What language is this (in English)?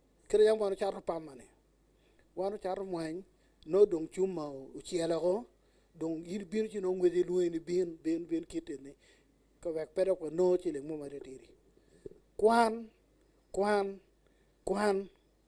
Acoli